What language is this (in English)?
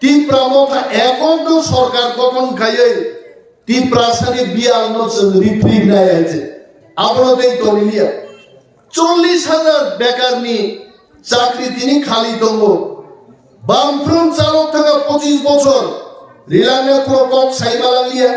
Kok Borok